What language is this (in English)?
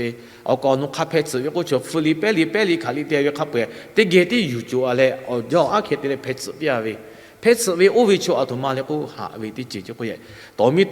Lahu